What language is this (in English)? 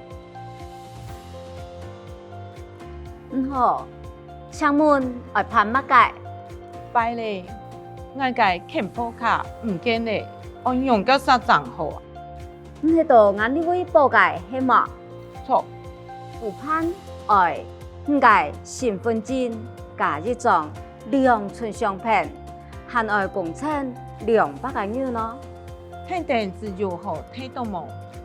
Hakka Chinese